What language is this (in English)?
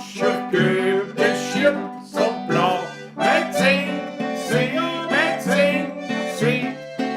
Bavarian